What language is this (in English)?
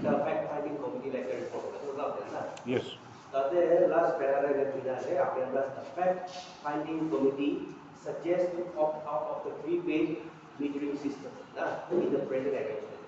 Naga Pidgin